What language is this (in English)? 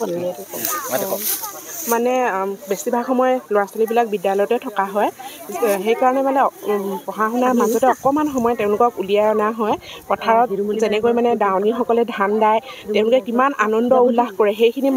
Assamese